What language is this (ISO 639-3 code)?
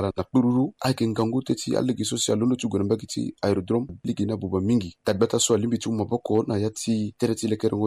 sag